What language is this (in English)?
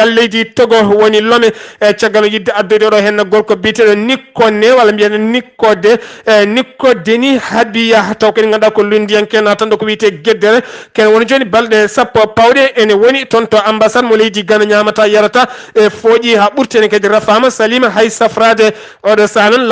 Fula